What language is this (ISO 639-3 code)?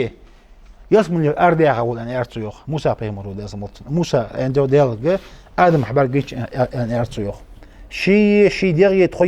inh